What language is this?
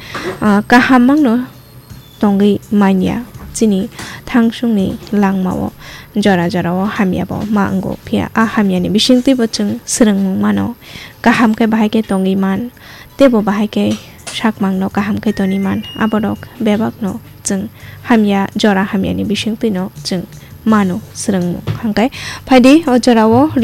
Kok Borok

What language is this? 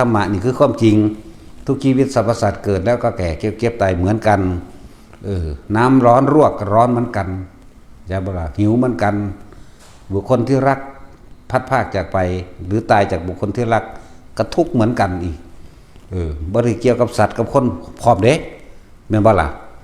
Northeastern Thai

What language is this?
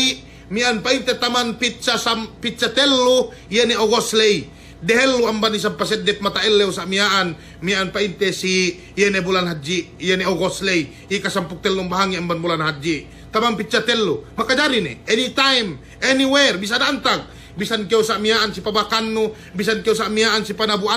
Yakan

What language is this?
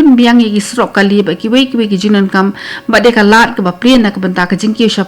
Khasi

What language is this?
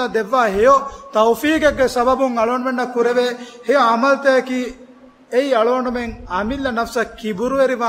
Divehi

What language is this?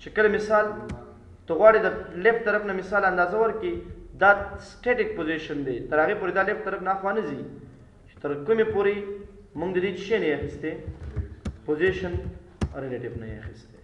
Pashto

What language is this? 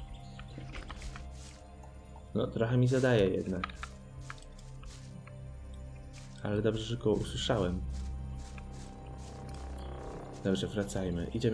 Polish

